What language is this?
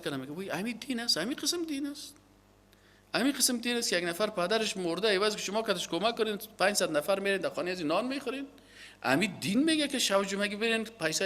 Persian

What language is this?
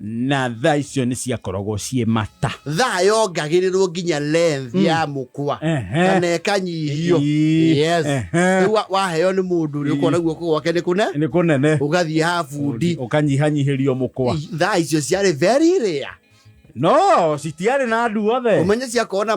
Kikuyu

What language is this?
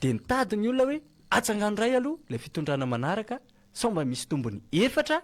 Malagasy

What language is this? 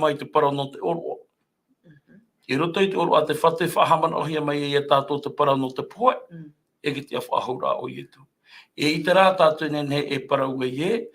Tahitian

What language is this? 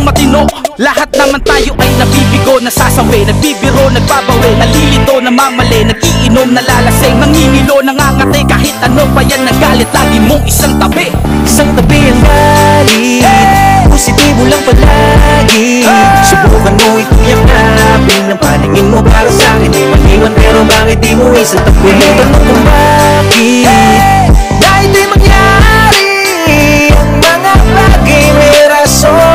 Filipino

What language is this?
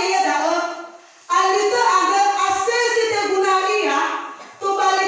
Nias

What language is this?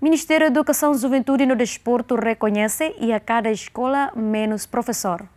Tetum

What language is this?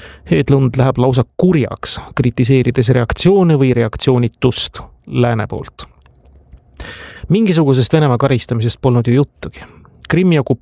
Estonian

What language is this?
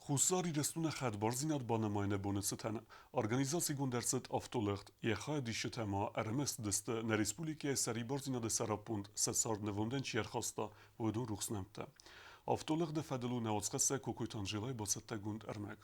Ossetic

